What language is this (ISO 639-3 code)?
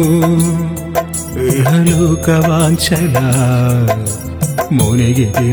tel